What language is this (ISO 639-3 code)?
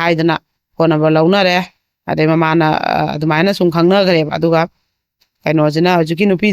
mni